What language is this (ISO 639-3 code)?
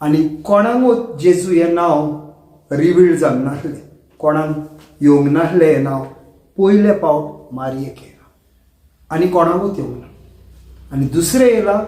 kok